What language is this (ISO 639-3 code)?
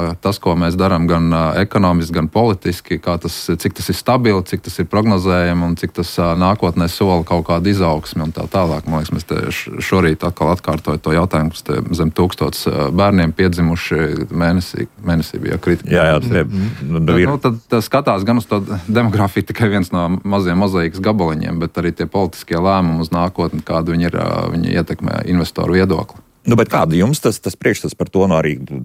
lav